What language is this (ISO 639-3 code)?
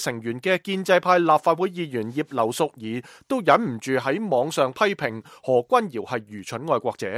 yue